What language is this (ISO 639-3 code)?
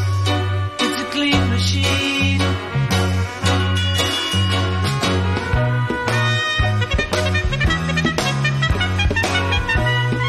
deu